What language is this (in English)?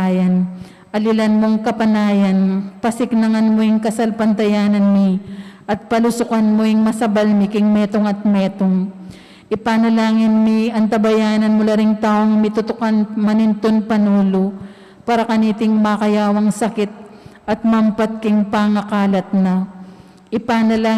Pampanga